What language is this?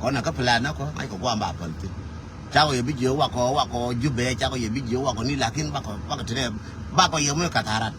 Nuer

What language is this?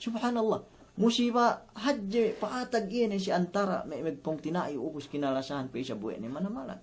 Yakan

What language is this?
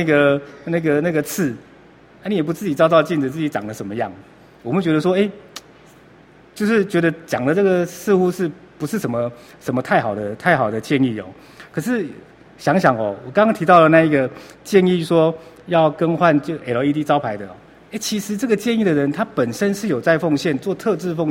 Chinese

